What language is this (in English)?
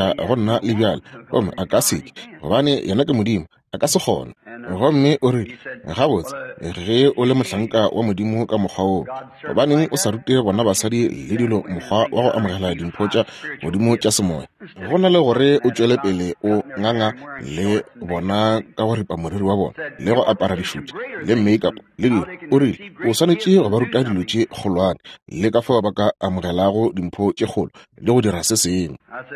Northern Sotho